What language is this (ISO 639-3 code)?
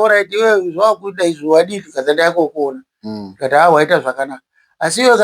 sna